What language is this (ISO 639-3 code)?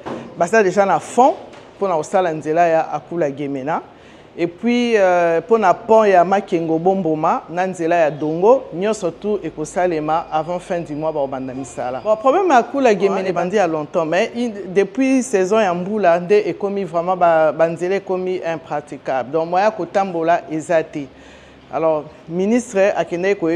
lin